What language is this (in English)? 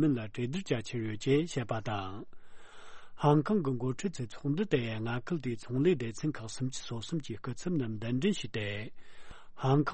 Tibetan